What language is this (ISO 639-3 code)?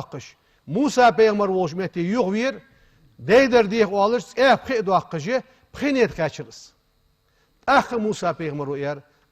inh